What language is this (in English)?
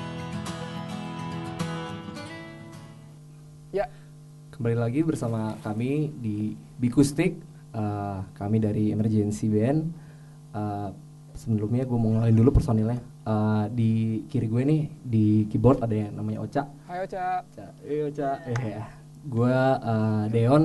Indonesian